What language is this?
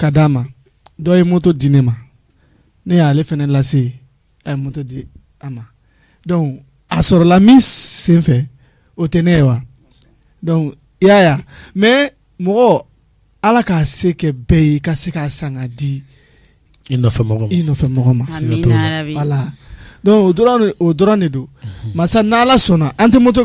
Bambara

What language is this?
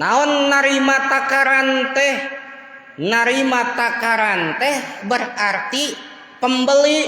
Sundanese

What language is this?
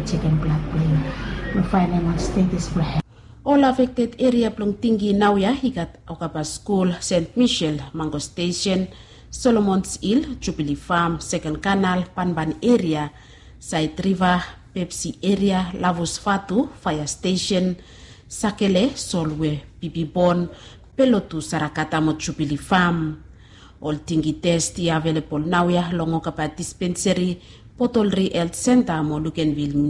Bislama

